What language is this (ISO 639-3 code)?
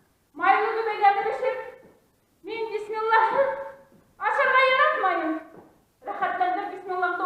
bak